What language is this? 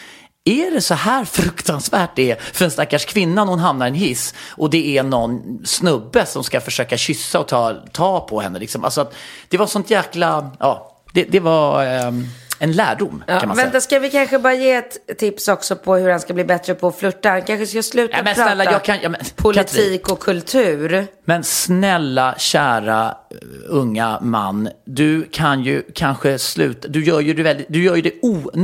Swedish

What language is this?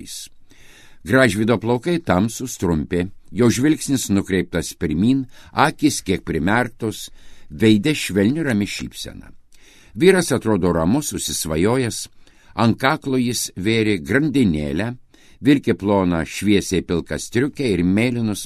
Lithuanian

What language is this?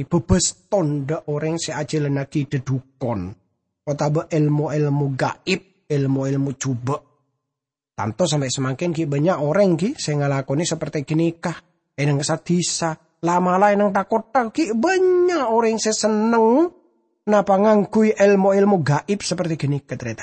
Madurese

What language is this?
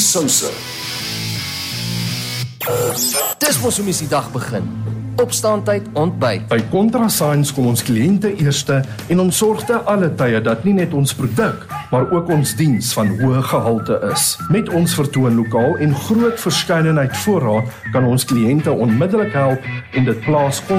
Afrikaans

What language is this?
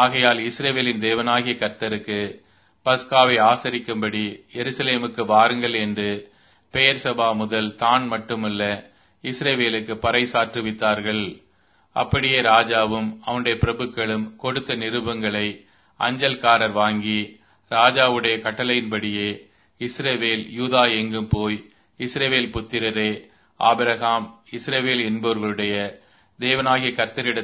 Tamil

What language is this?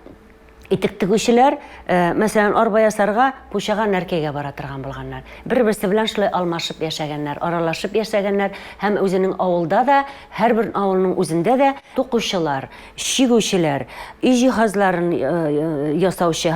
Tatar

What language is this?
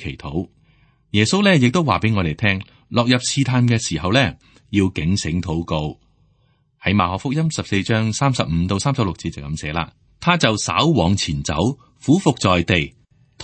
Cantonese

